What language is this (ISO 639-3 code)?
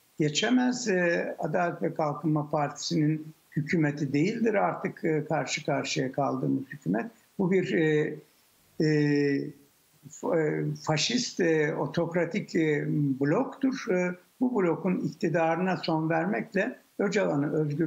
tur